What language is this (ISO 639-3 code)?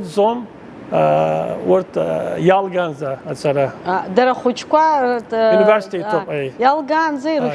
abk